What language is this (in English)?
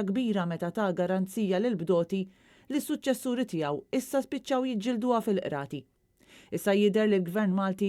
Maltese